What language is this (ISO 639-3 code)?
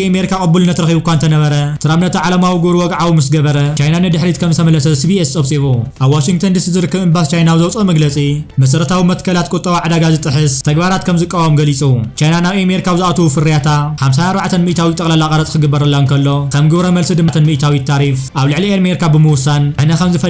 tir